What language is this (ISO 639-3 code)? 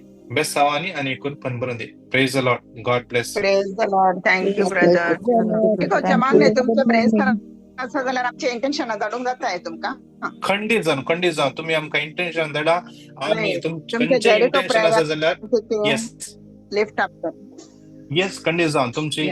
kok